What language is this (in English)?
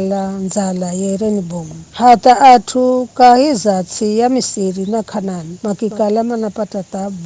Giryama